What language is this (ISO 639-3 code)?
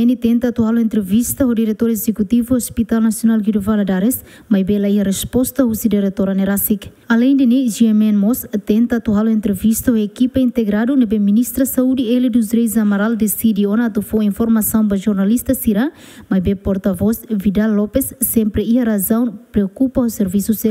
tet